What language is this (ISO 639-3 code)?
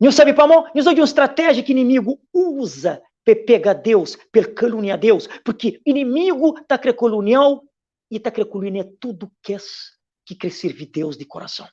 kea